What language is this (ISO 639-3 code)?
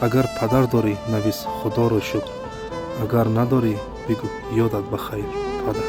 tgk